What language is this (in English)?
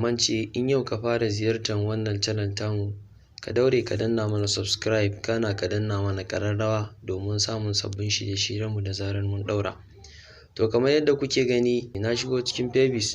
Hausa